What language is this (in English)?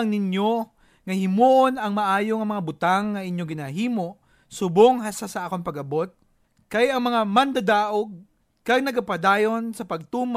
Hiligaynon